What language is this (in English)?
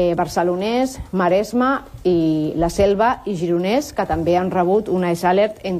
Catalan